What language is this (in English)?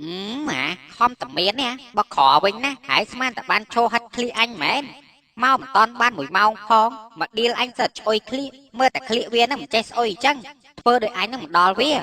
Khmer